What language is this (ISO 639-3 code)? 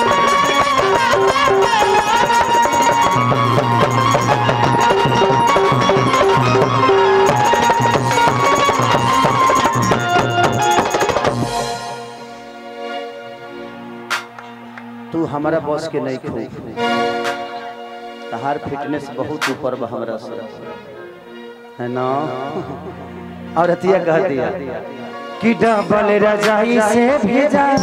bho